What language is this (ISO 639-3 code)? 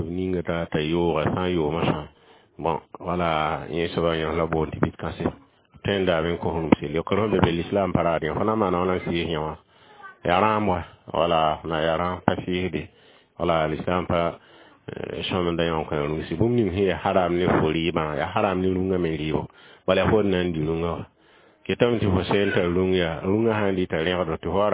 mos